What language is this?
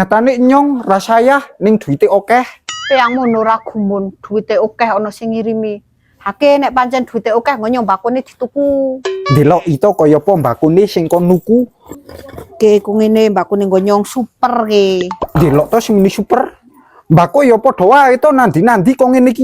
Javanese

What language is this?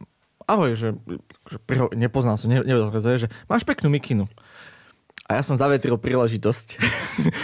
Slovak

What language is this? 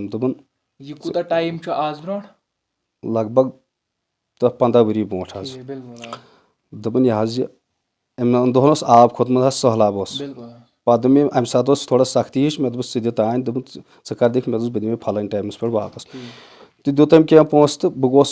Kashmiri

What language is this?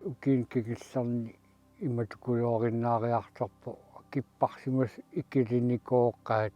Kalaallisut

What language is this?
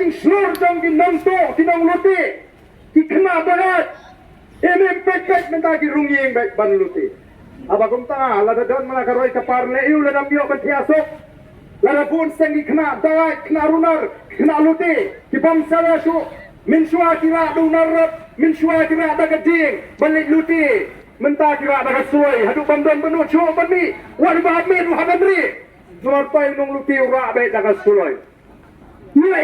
Khasi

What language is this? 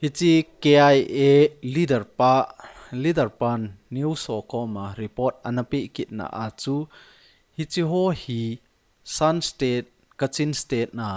Thado Chin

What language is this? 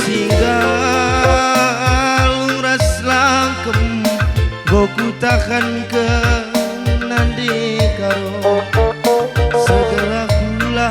Batak Karo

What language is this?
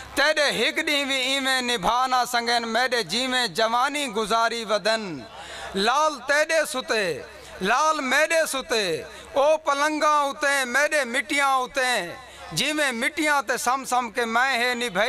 Saraiki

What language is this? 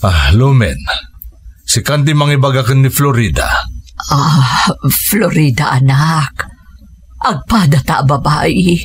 Iloko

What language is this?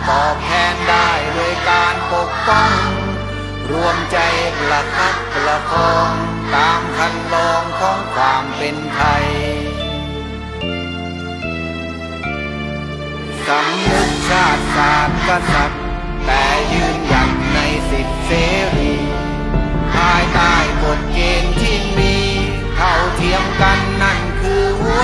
Thai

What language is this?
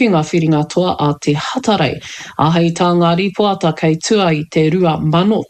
Māori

